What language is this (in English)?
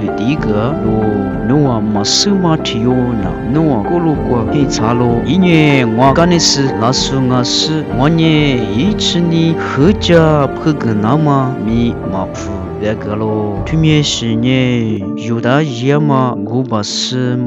Lisu